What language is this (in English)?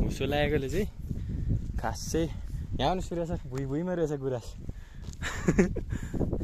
Nepali